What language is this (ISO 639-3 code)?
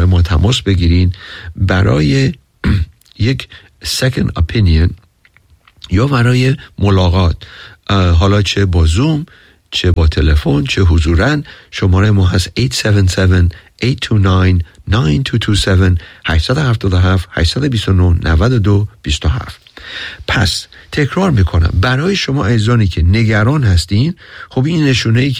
fas